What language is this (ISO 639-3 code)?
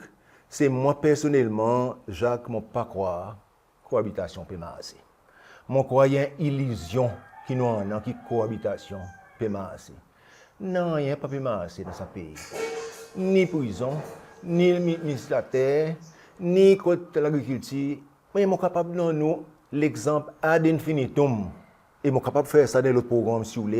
crs